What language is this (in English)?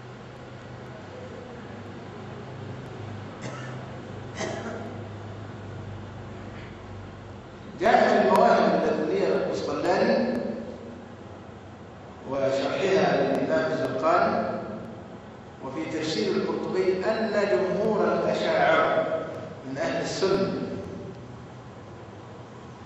Arabic